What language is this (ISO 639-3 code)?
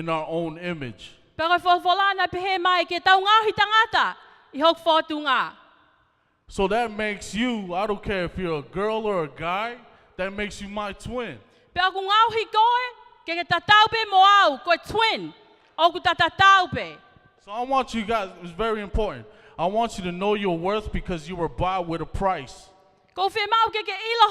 ton